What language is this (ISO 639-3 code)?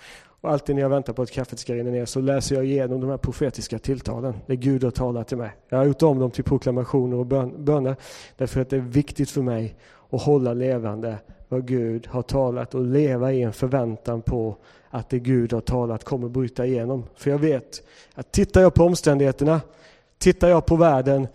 swe